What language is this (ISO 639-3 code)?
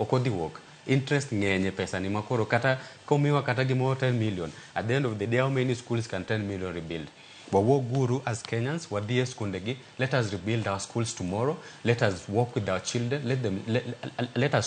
luo